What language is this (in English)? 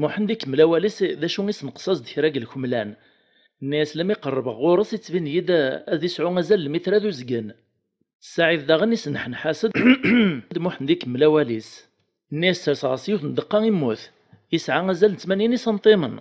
Kabyle